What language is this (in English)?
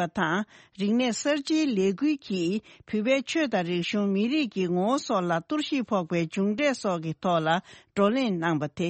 Tibetan